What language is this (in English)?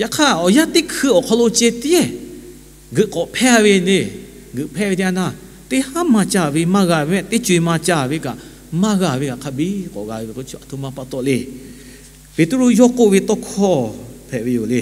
Lahu